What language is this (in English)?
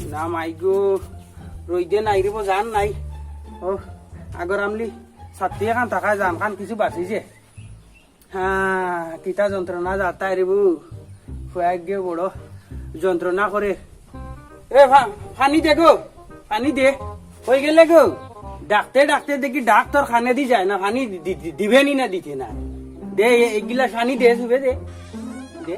Sylheti